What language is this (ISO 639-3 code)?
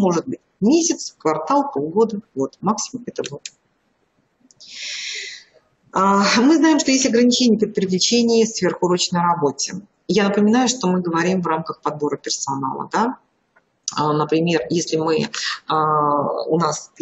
rus